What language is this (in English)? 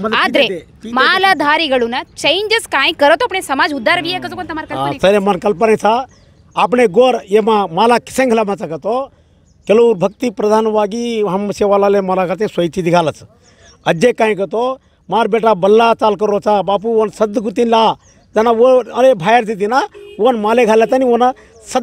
Lambadi